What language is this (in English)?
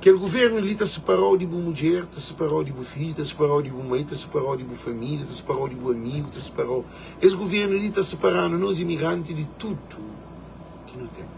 Kabuverdianu